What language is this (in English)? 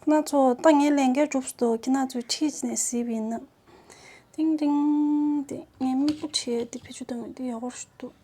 Tibetan